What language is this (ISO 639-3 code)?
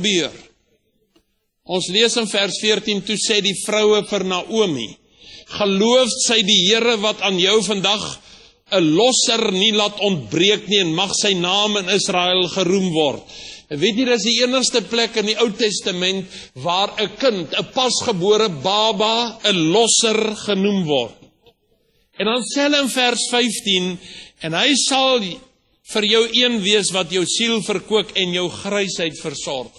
afr